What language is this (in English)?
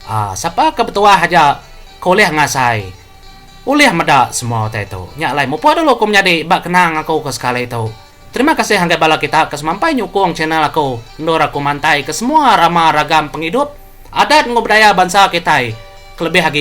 Iban